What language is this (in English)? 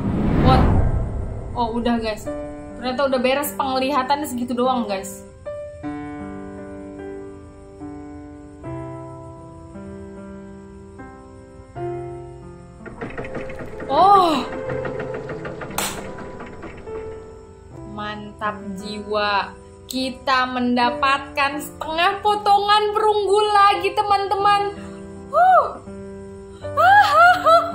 Indonesian